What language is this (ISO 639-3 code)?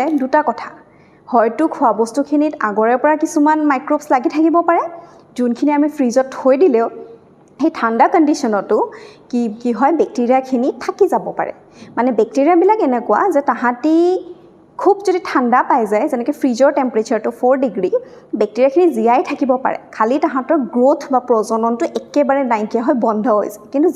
asm